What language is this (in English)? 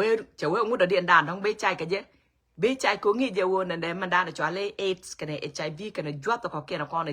Nuer